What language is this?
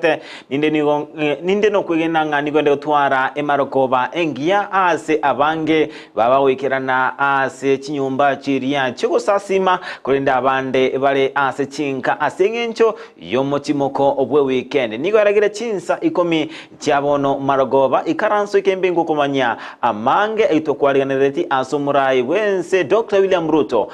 Gusii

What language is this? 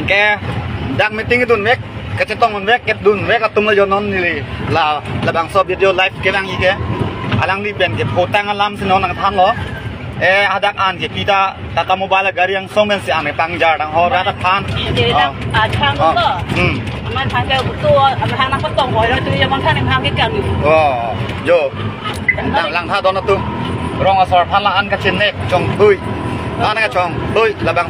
Karbi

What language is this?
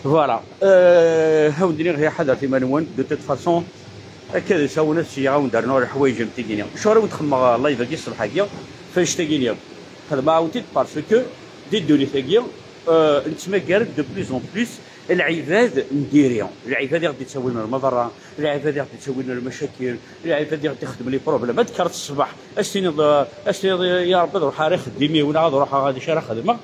Kabyle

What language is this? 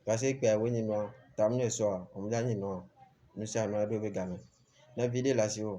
Ewe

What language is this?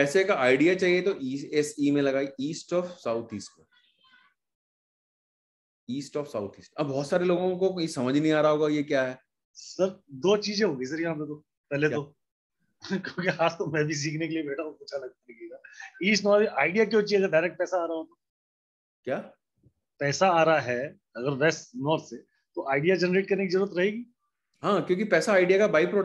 Hindi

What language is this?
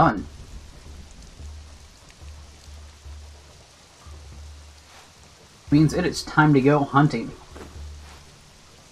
English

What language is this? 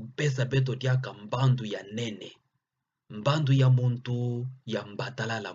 Kituba (Democratic Republic of Congo)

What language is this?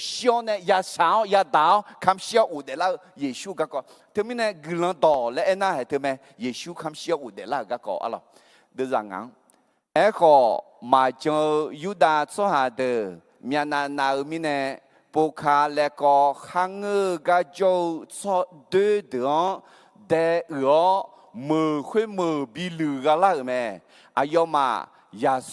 Akha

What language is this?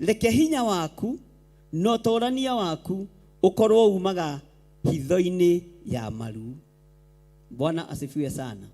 Kikuyu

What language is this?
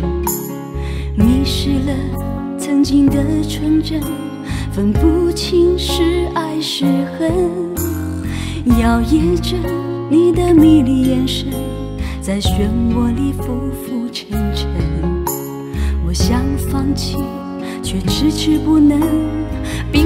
Chinese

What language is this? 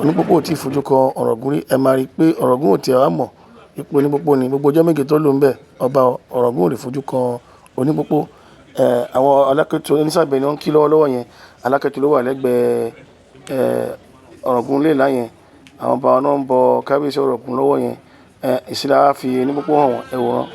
Yoruba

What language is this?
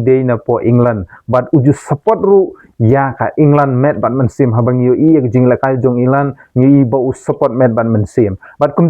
Khasi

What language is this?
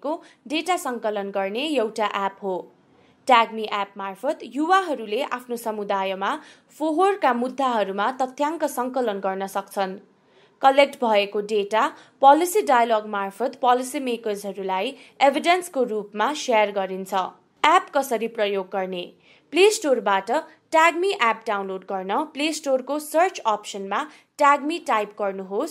Nepali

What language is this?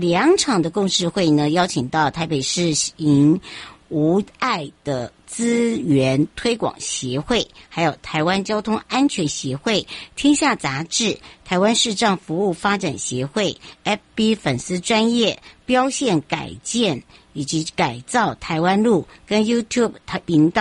Chinese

